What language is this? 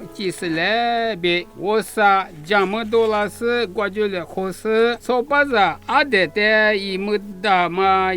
Lisu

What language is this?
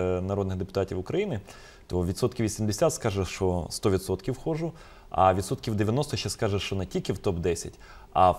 Ukrainian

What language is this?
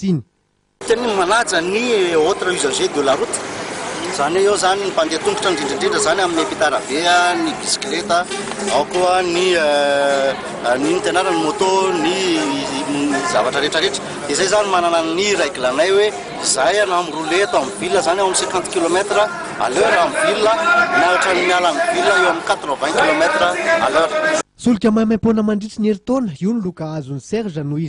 Malagasy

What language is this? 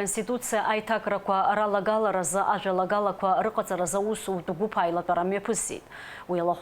Abkhazian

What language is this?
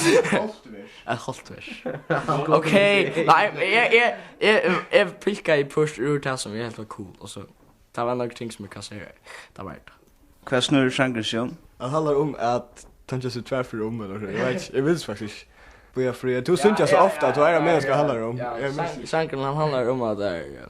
Faroese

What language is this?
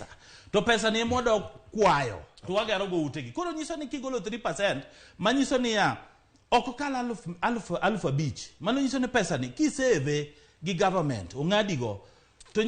Luo (Kenya and Tanzania)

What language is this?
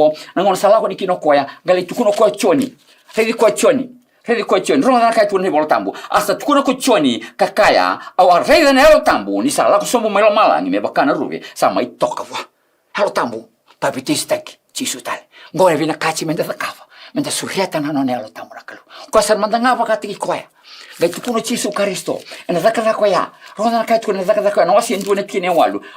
Fijian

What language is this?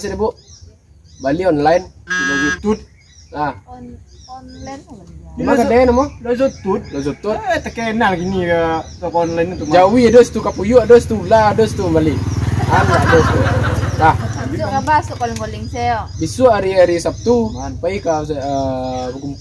Minangkabau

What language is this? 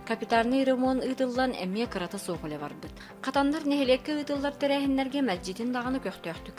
Yakut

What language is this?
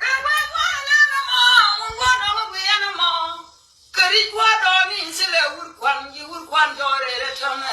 Nuer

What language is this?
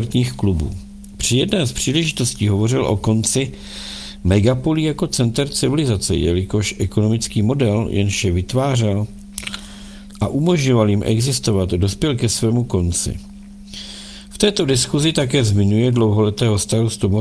Czech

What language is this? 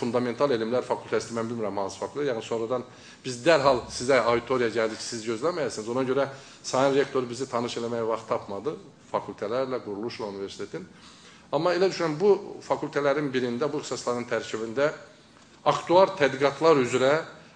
Azerbaijani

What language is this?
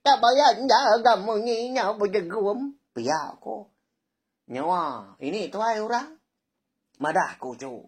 Iban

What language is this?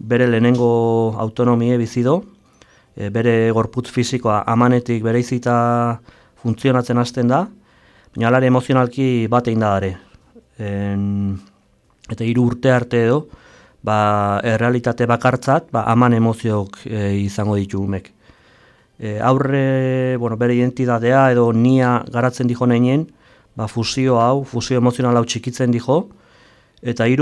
Basque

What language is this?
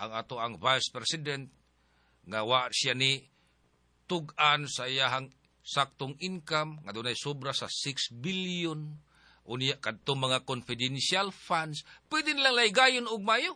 Cebuano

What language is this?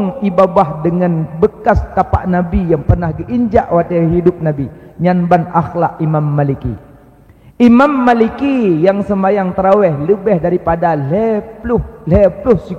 Achinese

